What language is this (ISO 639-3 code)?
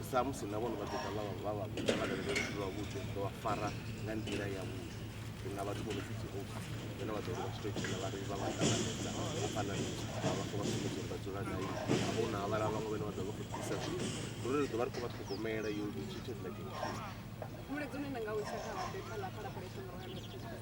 ven